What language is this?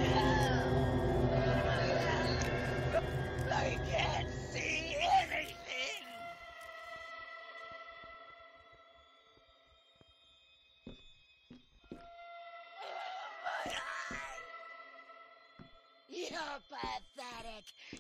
English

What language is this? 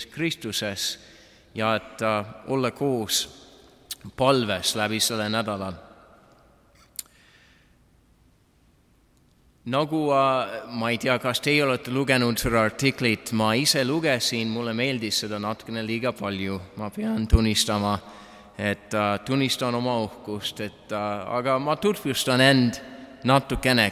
Estonian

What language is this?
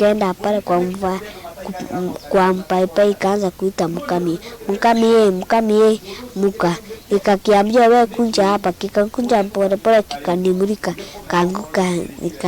Kamba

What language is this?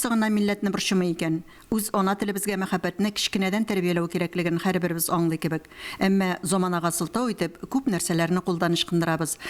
Tatar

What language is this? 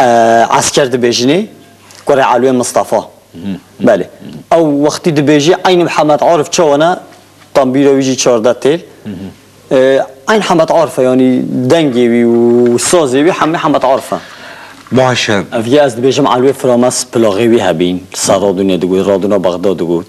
Kurdish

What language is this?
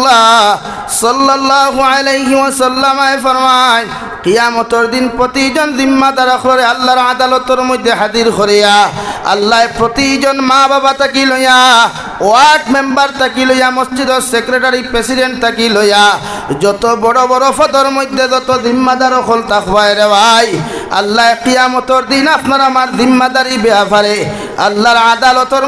Sylheti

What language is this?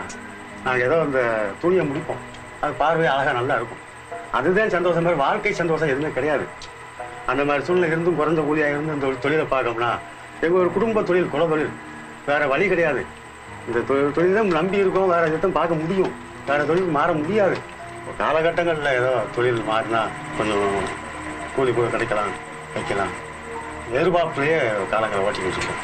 Tamil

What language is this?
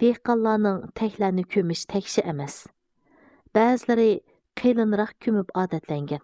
Uyghur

